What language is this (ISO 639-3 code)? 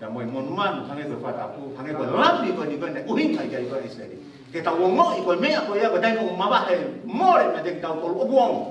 ton